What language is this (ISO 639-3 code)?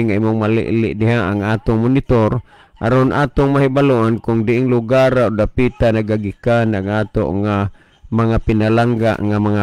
ceb